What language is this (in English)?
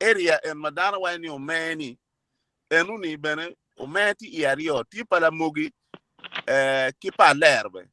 Acoli